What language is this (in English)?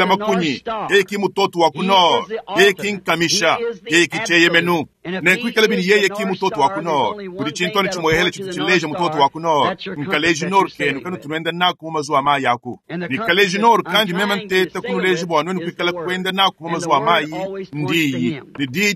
Luba-Lulua